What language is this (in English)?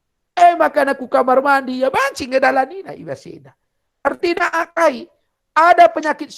Batak Karo